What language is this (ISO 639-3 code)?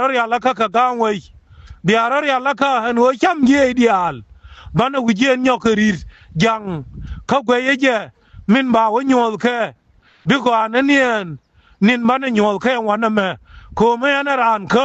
nus